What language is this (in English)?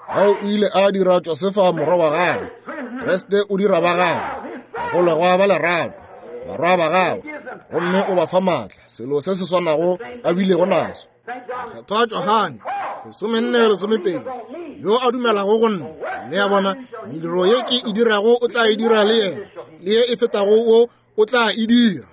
Northern Sotho